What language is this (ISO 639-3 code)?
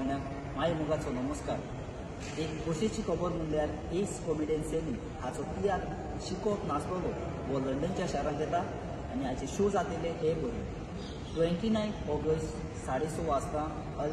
kok